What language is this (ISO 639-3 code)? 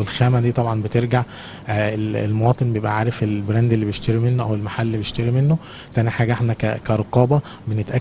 arz